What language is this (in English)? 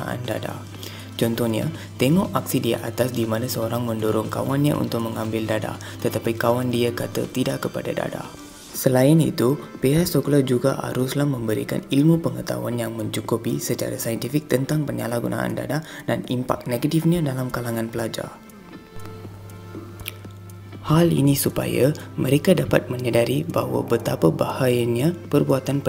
Malay